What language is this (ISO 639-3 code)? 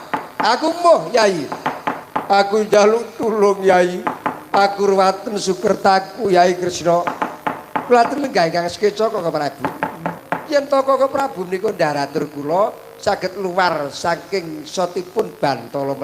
jav